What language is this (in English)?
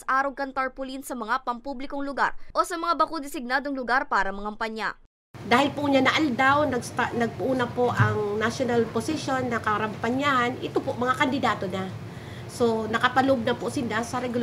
Bikol